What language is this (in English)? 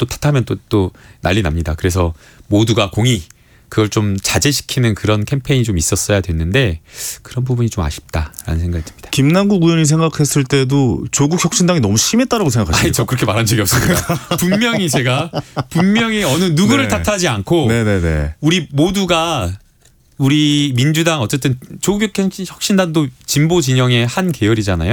Korean